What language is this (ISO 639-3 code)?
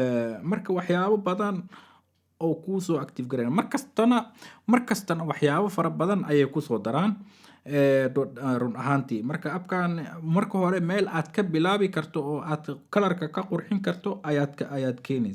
som